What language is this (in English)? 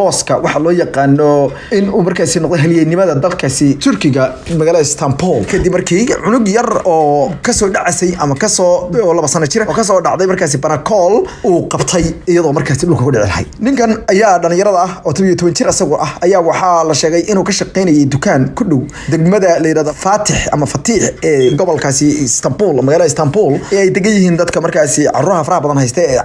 Somali